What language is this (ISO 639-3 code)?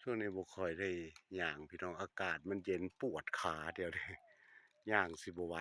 tts